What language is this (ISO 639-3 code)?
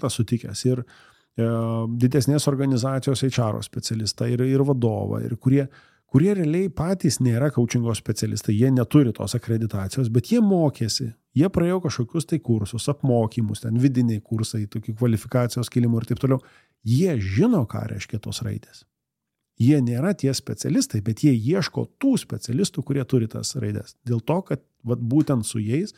lit